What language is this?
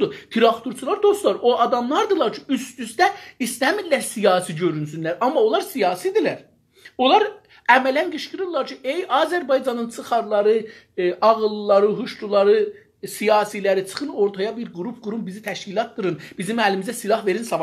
South Azerbaijani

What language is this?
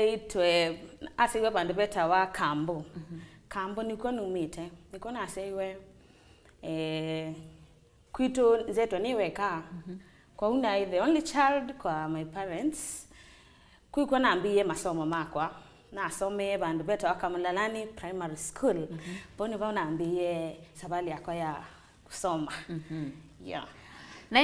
Kamba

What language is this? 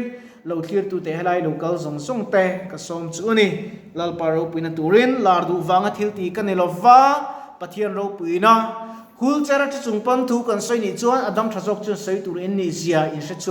Mizo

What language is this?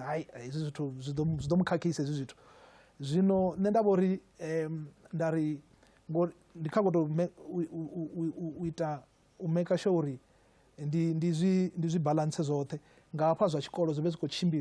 Venda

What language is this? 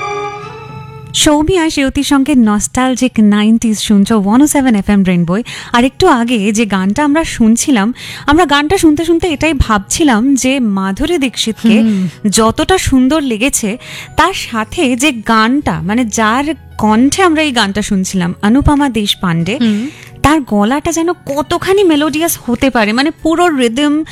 Bangla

